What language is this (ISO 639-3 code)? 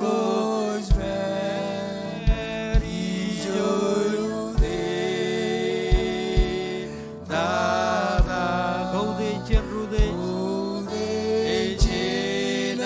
mah